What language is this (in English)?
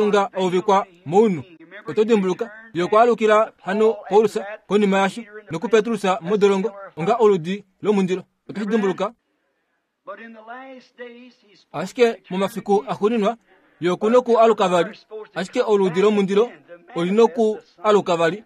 Kuanyama